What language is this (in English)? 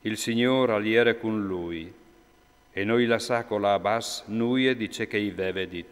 Friulian